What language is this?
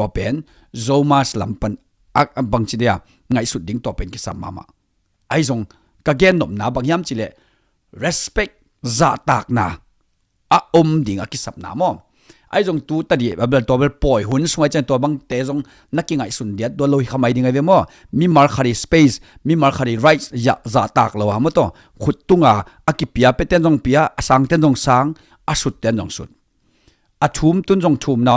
Tedim Chin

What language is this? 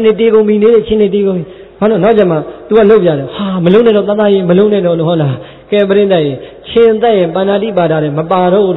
Burmese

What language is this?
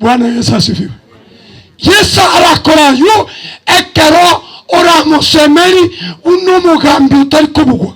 Gusii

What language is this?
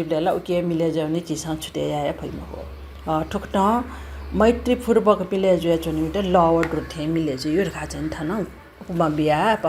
Newari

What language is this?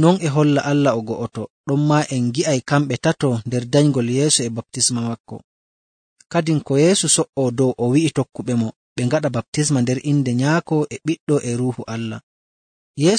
Nigerian Fulfulde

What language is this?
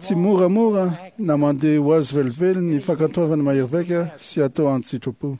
Malagasy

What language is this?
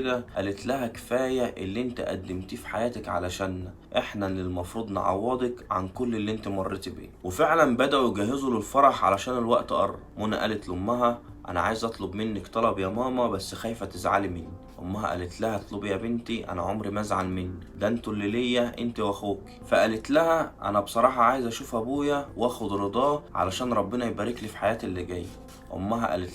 Egyptian Arabic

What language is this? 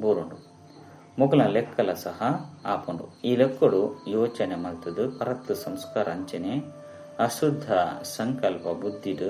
Tulu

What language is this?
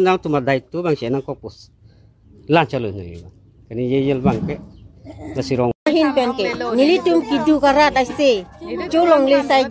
Karbi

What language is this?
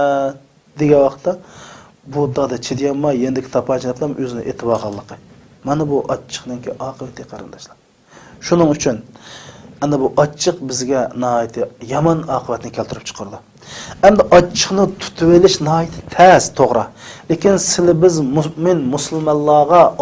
Uyghur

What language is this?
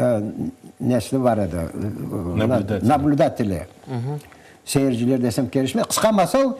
Crimean Tatar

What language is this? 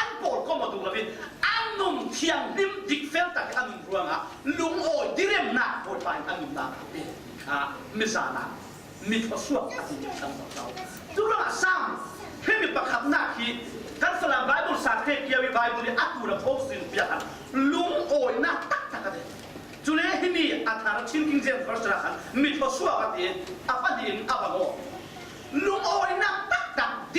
Falam Chin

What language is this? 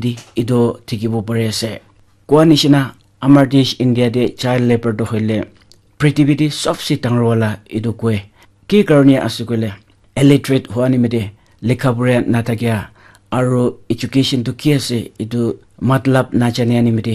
Naga Pidgin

